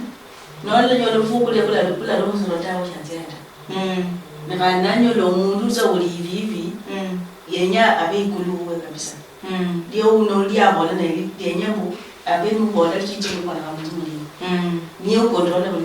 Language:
Luyia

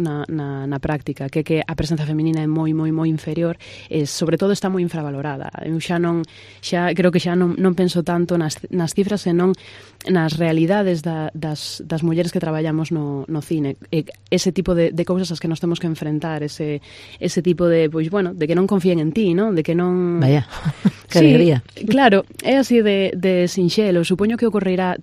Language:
Galician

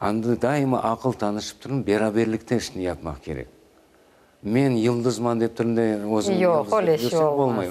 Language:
Crimean Tatar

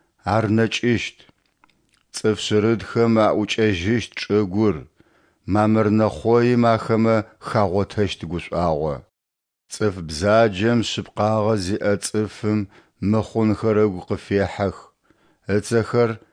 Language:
Adyghe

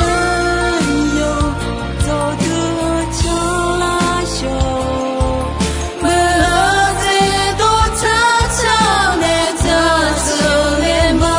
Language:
Akha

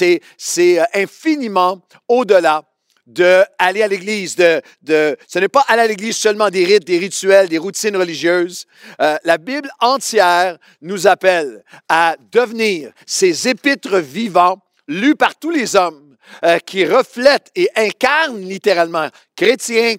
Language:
French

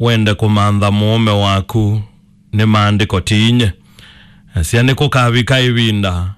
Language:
Kamba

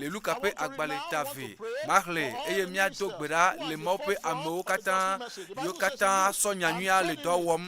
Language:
Ewe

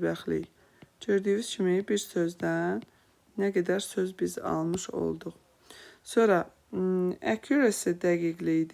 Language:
Azerbaijani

